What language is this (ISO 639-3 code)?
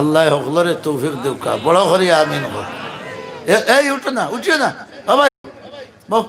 syl